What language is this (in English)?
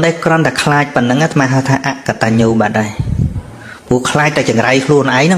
Khmer